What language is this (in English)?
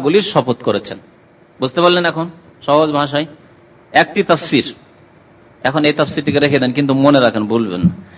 Bangla